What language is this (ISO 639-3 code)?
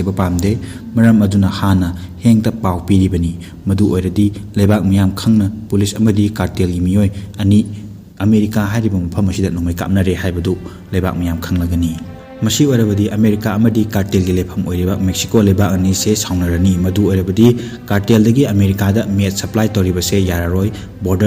mni